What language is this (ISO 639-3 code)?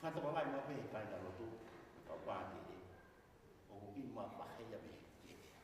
ton